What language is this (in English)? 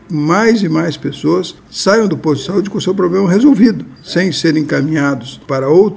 Portuguese